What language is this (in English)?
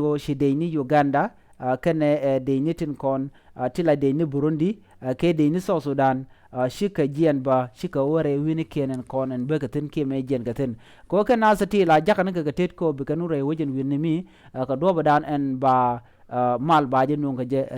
Nuer